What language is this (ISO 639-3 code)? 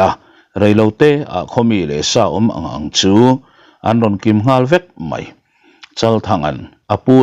lus